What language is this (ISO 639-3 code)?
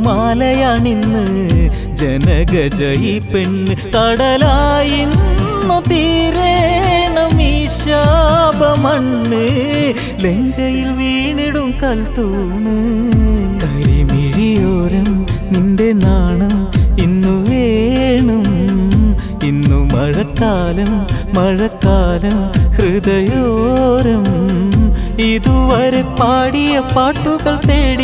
mal